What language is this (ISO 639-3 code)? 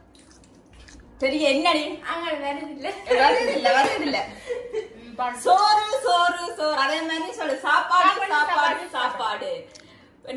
tam